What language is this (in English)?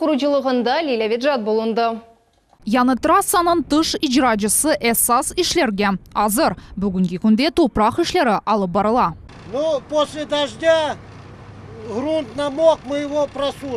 Crimean Tatar